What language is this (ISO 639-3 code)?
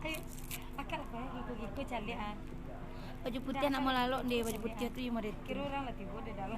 min